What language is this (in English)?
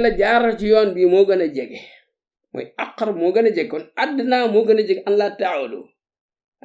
Wolof